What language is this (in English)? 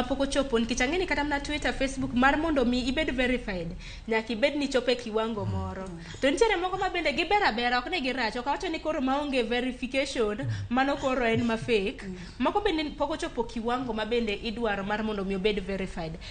Luo (Kenya and Tanzania)